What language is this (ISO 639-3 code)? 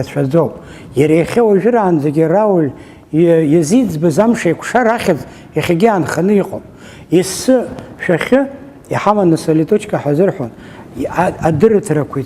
abk